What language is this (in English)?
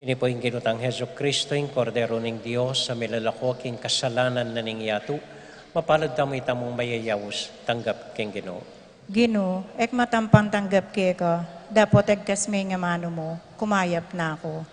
Pampanga